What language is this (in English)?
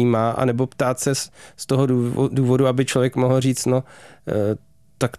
Czech